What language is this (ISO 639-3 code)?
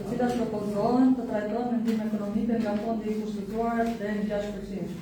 sqi